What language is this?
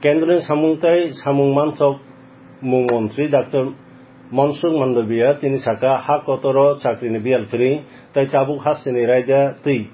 Kok Borok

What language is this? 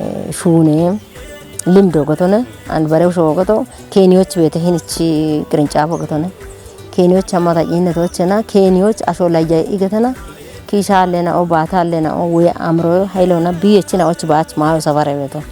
Kafa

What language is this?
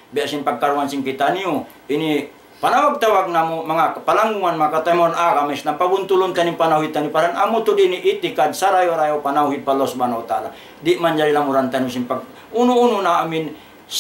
Tausug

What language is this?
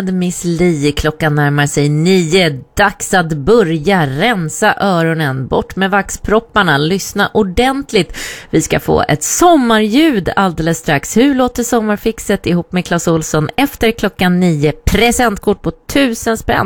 Swedish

